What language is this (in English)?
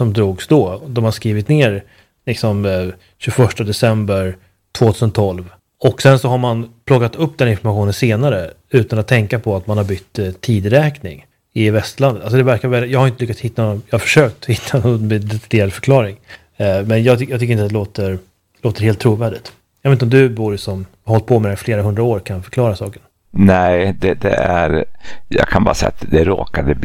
Swedish